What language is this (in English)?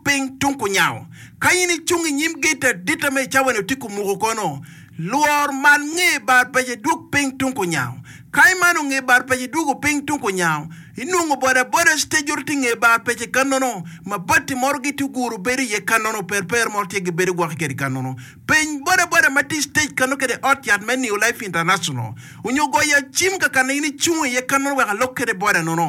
Acoli